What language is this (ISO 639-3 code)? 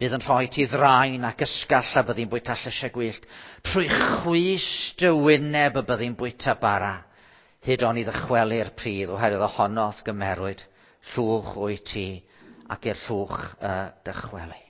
cym